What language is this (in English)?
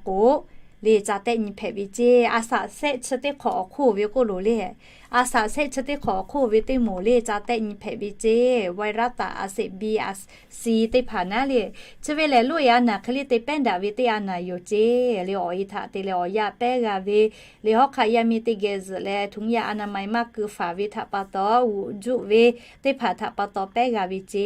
Lahu